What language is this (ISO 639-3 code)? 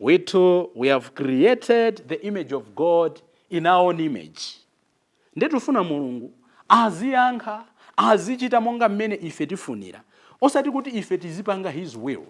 nya